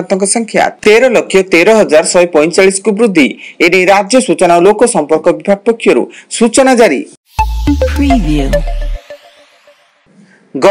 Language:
Odia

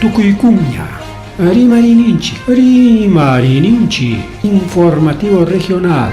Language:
Ayacucho Quechua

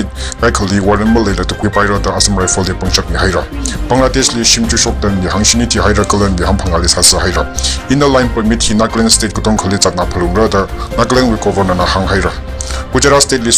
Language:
Tangkhul Naga (India)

